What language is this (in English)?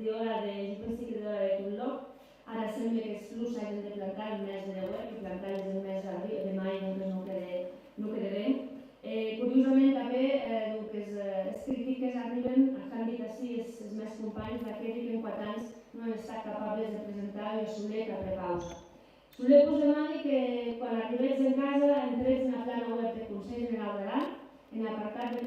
Occitan